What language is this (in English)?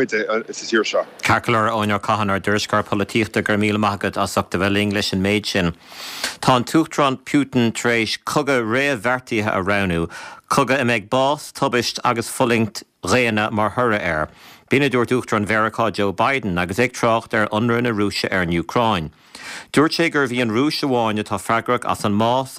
Irish